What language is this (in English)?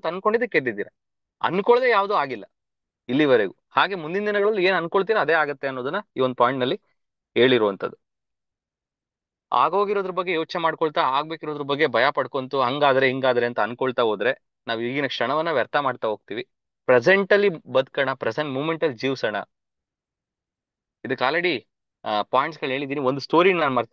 Kannada